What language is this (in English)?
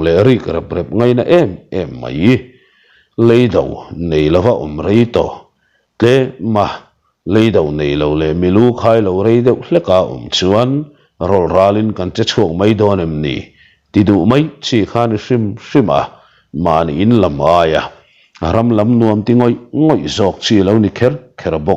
Mizo